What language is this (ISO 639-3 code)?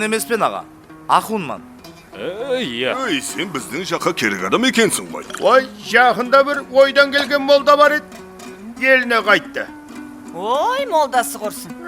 kaa